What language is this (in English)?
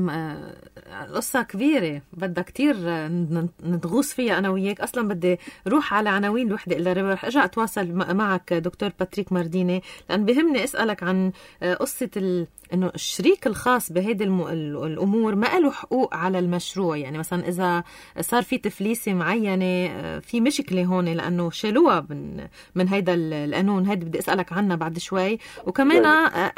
North Levantine Arabic